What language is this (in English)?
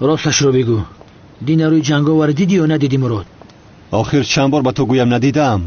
Tajik